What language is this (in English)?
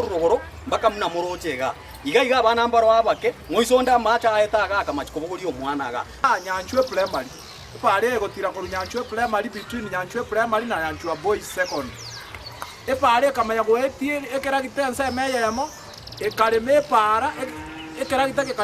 Gusii